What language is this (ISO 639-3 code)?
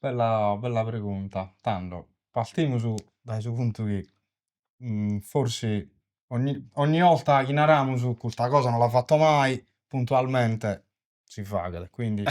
srd